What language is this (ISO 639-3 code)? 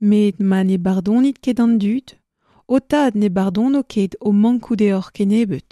bre